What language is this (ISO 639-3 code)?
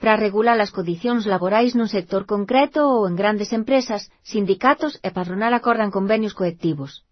glg